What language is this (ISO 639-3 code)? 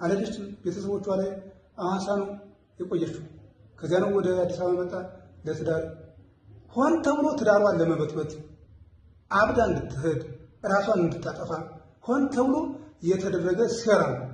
amh